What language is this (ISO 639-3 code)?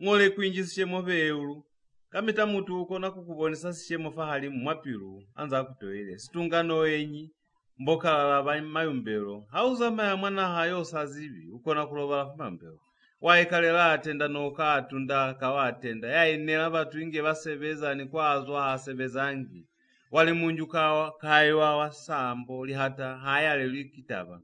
loz